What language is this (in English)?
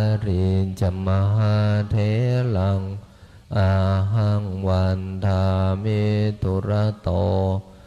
Pali